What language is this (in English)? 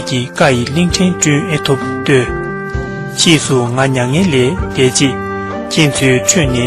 Tibetan